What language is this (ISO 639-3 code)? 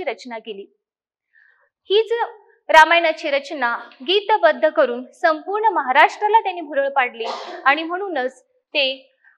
mar